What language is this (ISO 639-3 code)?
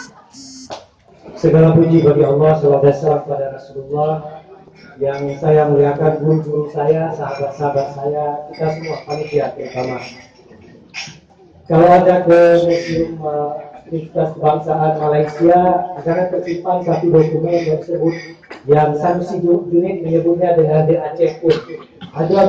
ind